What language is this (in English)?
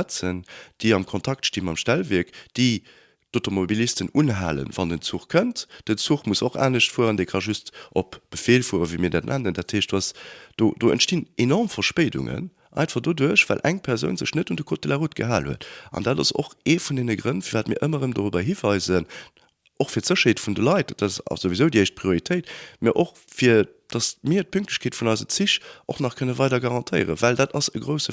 Luxembourgish